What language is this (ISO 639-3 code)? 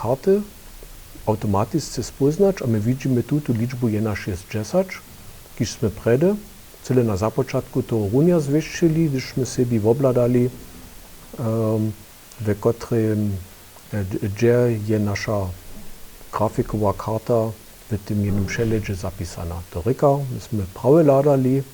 hsb